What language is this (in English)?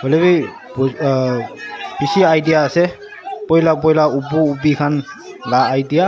Naga Pidgin